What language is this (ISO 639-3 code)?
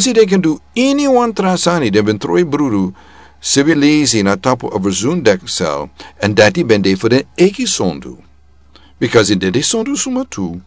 srn